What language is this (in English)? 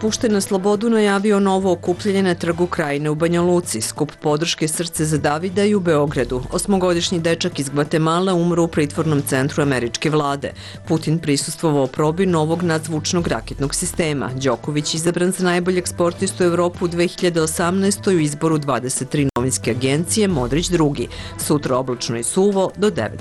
Serbian